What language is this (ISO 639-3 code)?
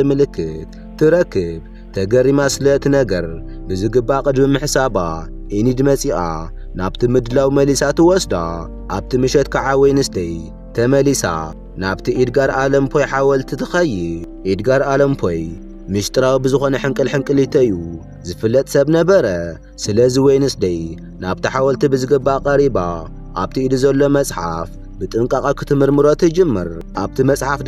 tir